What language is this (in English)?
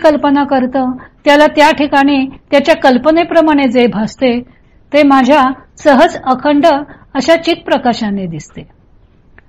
Marathi